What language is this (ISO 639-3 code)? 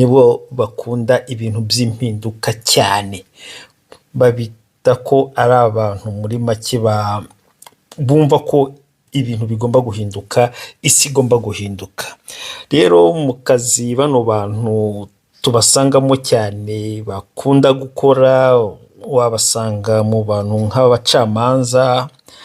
kin